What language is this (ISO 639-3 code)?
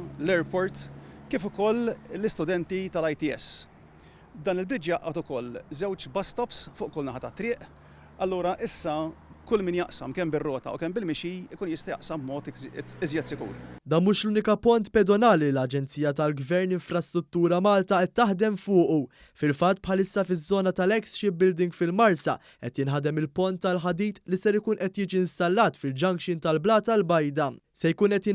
mlt